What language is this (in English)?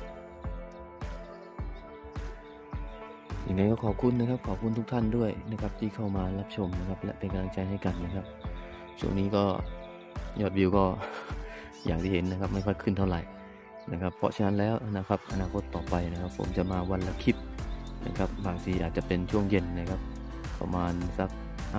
Thai